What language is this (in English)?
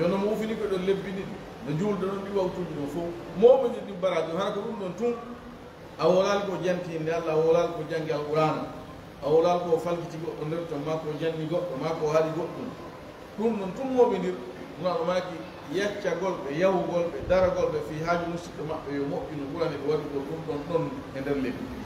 Fula